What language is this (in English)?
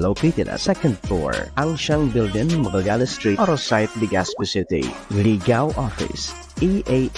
Bikol